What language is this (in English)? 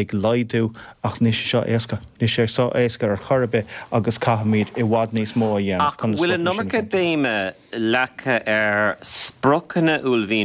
Irish